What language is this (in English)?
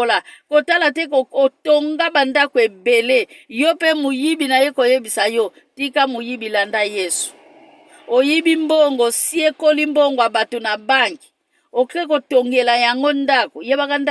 Lingala